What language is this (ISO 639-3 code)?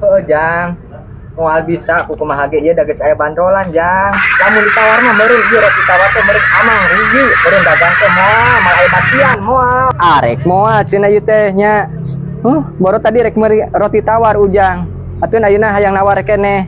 sun